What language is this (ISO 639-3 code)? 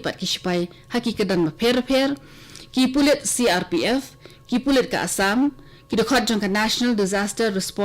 kha